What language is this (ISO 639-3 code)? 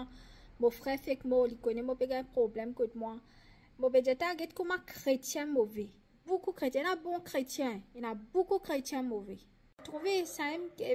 mfe